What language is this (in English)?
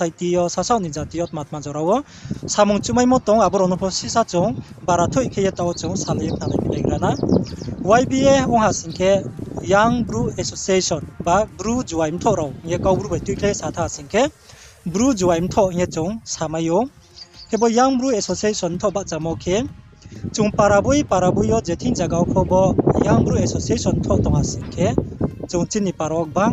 Riang (India)